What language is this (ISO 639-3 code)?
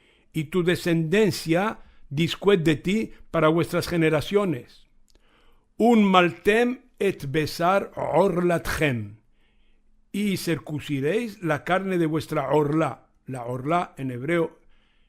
lad